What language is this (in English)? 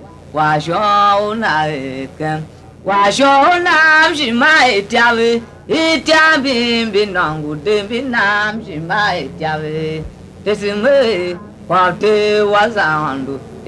Tiv